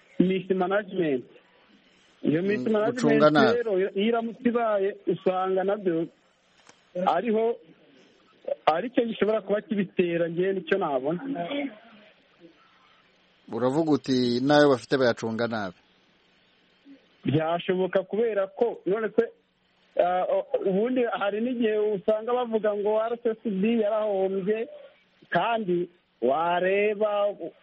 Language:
Kinyarwanda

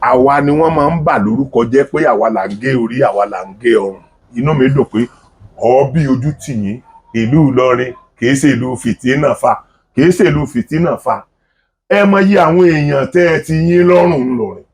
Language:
Yoruba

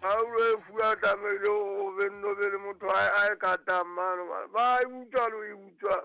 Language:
Southern Sotho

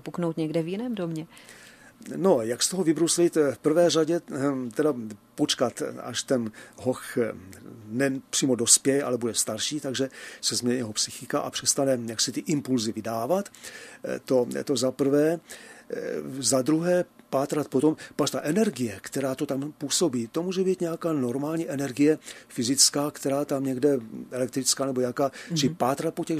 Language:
Czech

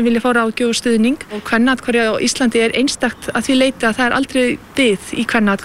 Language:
Icelandic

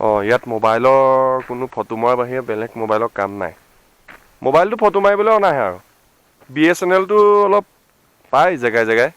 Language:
Assamese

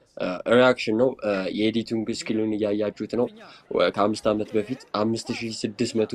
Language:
Amharic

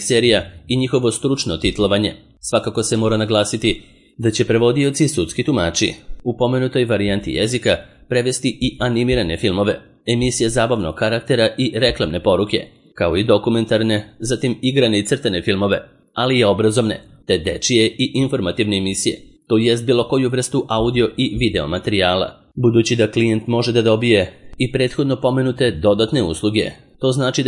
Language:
Serbian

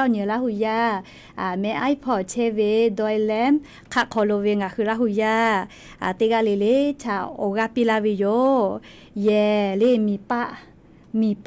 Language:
Lahu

